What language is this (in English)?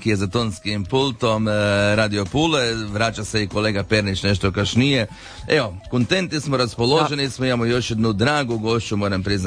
Croatian